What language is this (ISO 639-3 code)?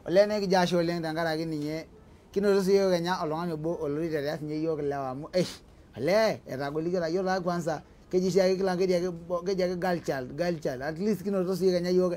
mas